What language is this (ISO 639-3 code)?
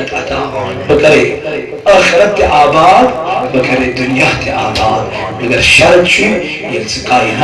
kas